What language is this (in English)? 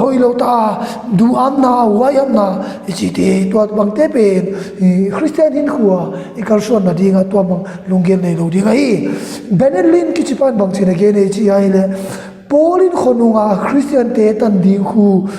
Tedim Chin